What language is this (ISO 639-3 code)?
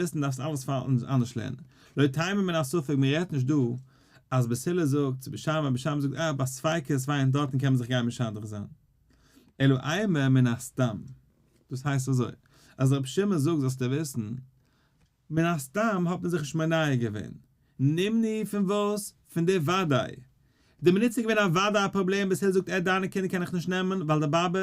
yid